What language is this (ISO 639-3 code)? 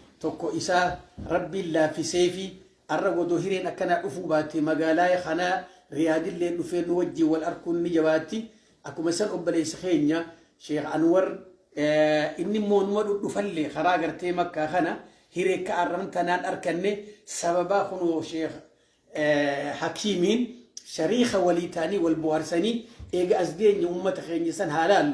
orm